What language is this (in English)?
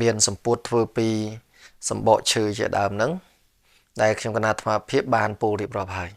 Khmer